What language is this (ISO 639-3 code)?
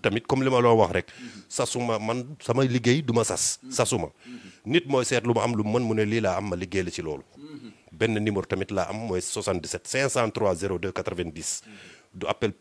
wol